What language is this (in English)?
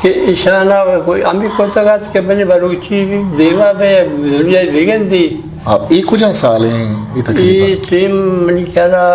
Eastern Balochi